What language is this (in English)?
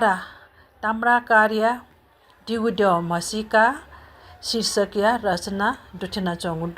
Newari